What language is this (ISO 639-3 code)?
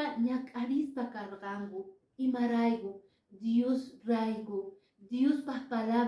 que